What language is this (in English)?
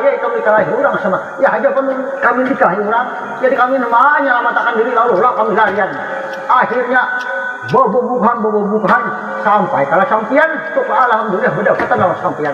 Banjar